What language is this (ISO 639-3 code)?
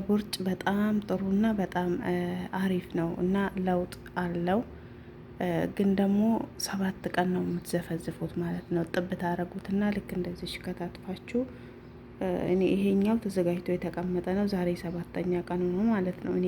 amh